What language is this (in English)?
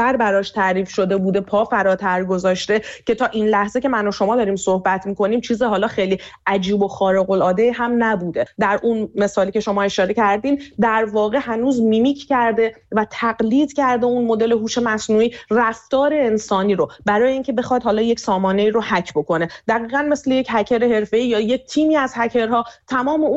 Persian